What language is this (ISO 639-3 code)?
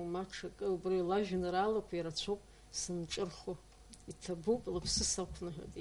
abk